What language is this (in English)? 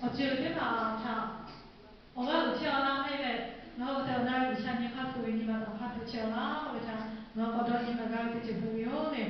Lahu